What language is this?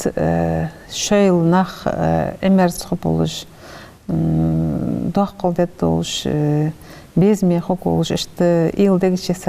Ingush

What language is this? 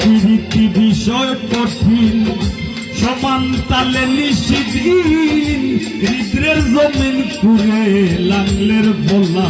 Sylheti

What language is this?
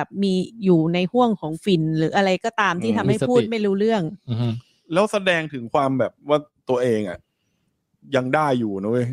Thai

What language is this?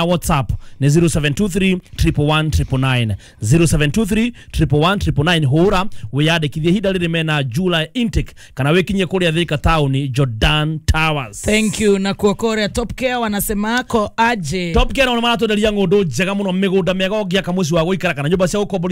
Kikuyu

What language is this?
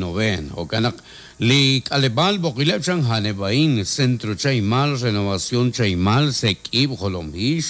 Kekchí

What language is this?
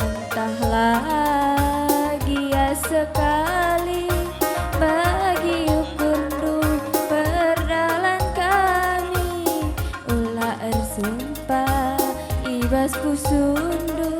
Batak Karo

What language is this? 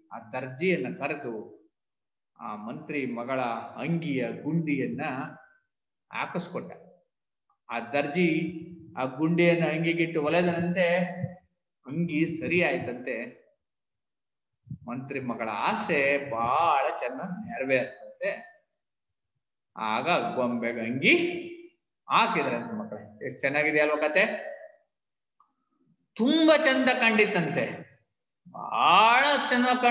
Kannada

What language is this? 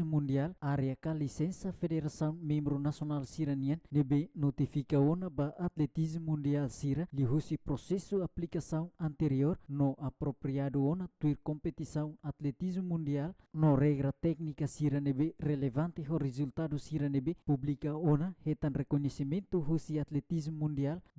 Tetum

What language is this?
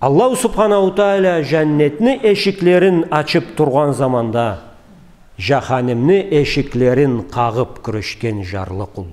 Karachay-Balkar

